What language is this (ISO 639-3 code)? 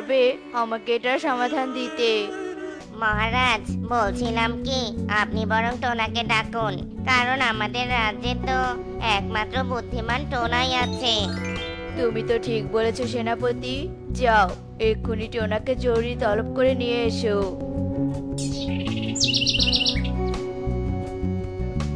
ben